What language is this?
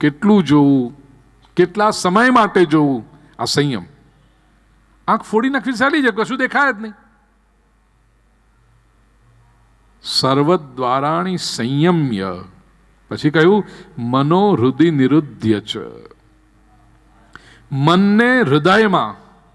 Gujarati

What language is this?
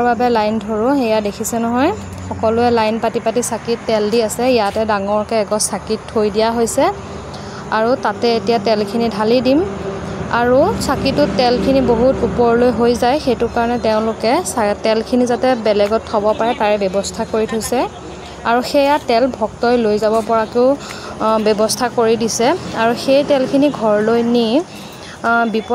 Assamese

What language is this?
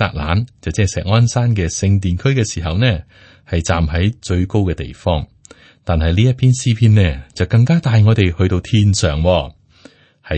Cantonese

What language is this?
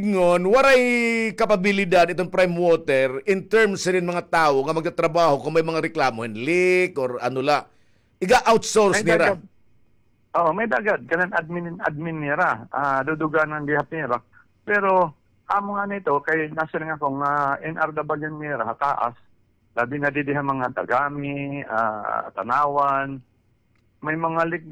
Waray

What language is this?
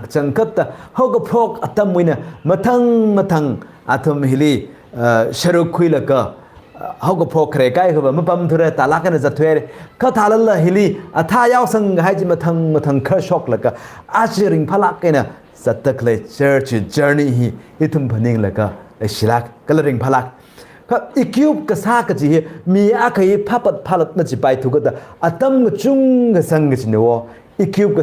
Tangkhul Naga (India)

